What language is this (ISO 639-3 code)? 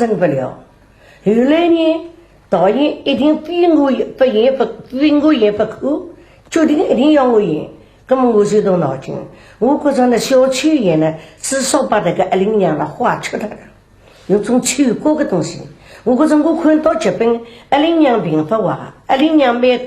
wuu